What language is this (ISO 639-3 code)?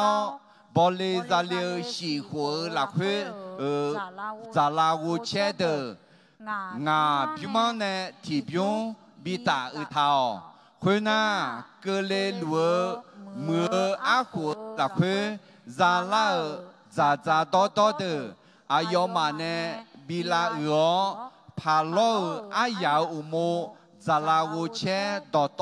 ahk